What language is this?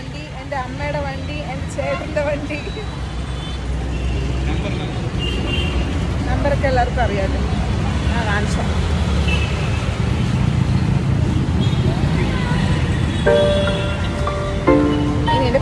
Malayalam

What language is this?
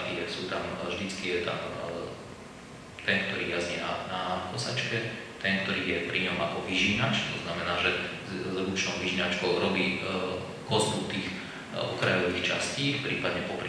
Slovak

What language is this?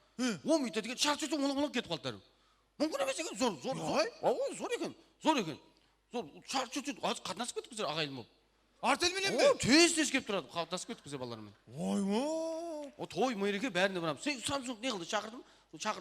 Kara-Kalpak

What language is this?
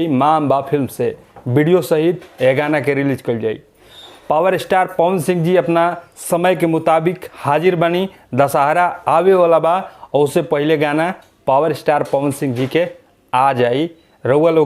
Bhojpuri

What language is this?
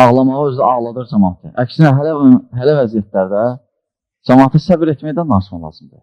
Azerbaijani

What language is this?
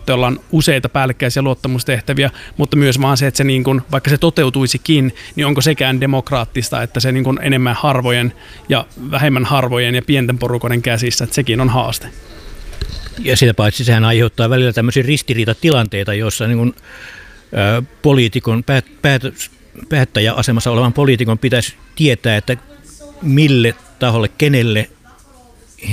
Finnish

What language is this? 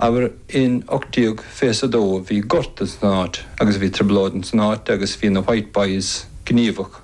Irish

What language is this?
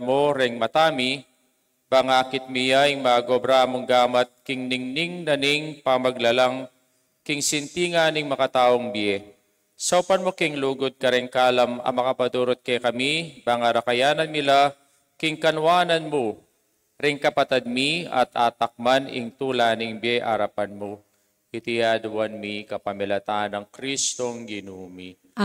Pampanga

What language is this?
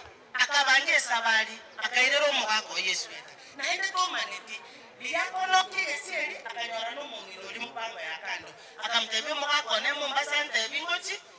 Gusii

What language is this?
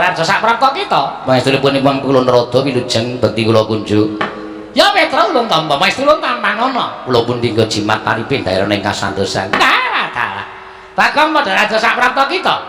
Javanese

